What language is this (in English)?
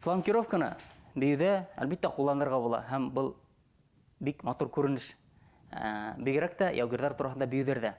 Bashkir